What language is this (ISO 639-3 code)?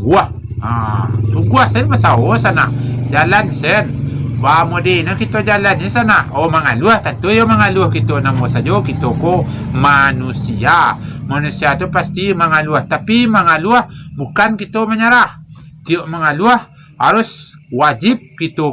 min